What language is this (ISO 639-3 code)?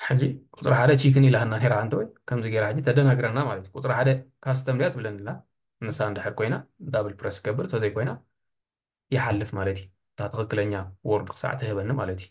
tir